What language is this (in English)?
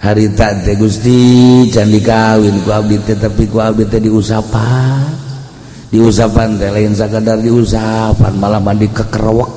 Sundanese